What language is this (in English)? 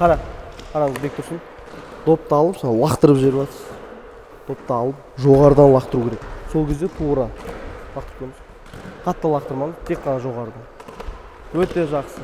Kazakh